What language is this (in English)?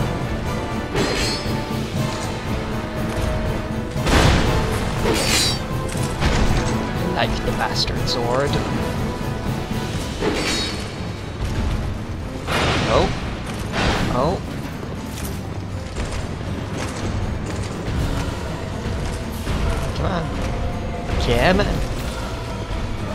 English